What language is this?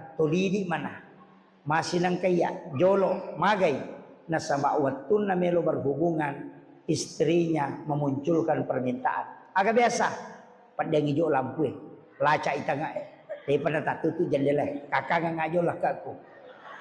Buginese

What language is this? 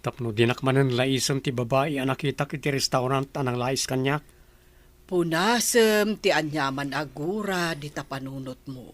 Iloko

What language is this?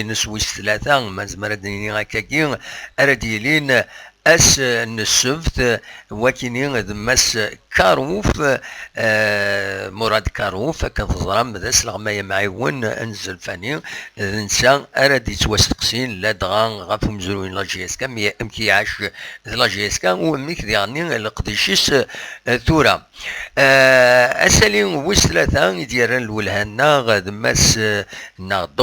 Kabyle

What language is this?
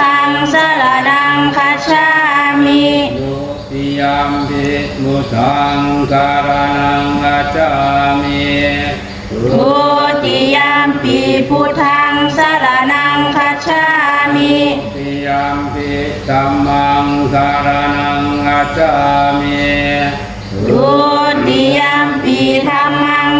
Pali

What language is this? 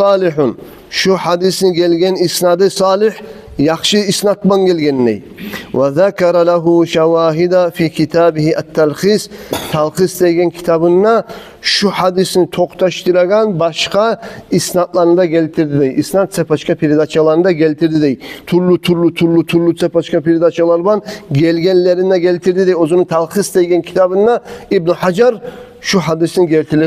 Kumyk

